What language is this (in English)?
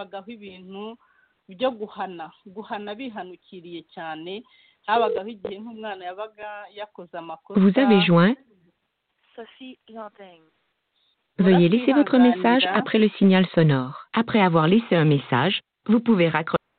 Kinyarwanda